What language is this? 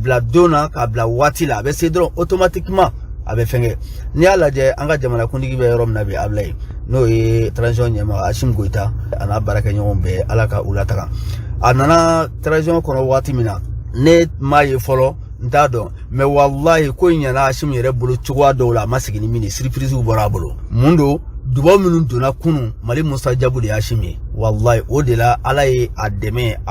Bambara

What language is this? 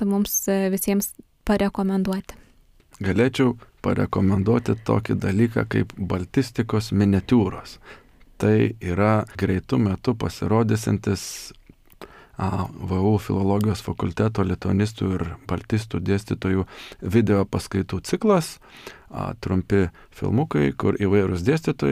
Lithuanian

